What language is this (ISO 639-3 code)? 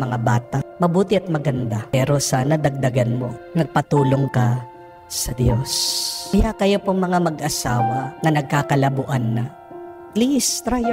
fil